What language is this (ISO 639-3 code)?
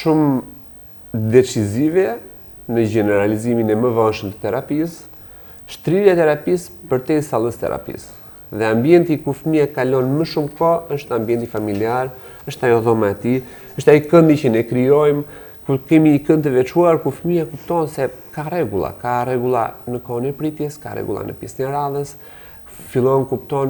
sqi